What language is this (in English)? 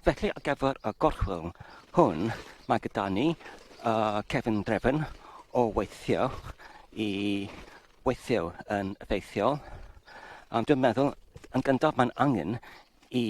Welsh